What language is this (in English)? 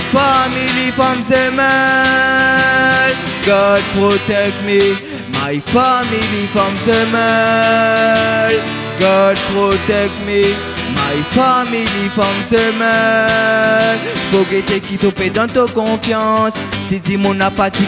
Réunion Creole French